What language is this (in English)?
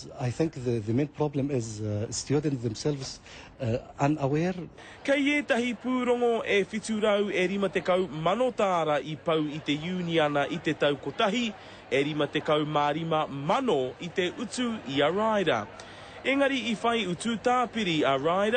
Māori